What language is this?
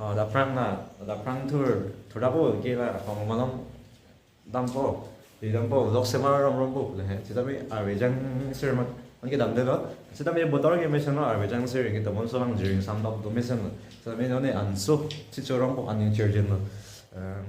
Karbi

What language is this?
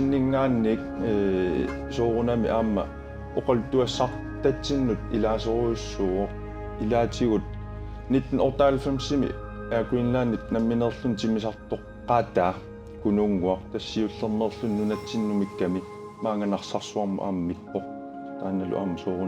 Kalaallisut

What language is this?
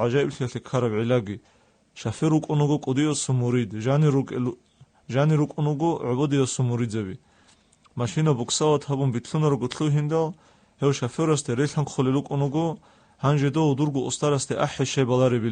Avaric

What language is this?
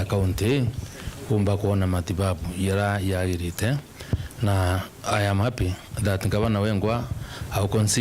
Meru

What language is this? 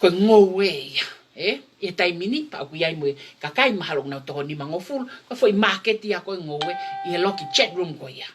Tongan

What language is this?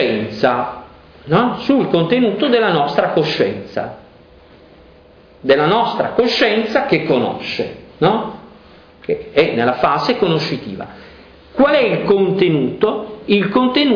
Italian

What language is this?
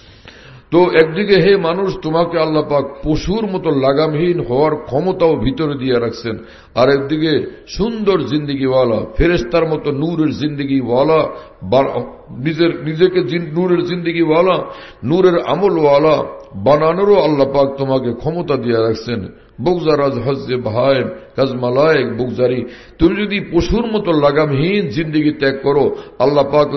Bangla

